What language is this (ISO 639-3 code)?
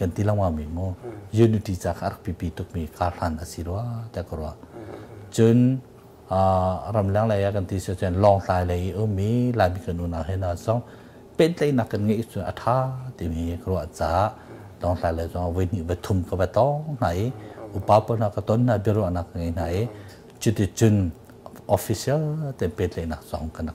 cnh